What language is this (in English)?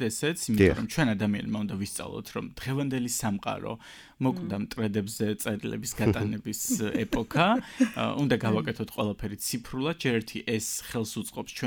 Georgian